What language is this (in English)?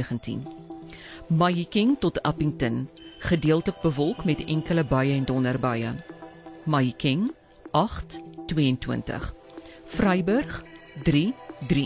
Afrikaans